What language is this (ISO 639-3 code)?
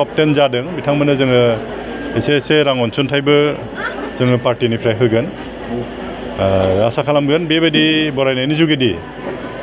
brx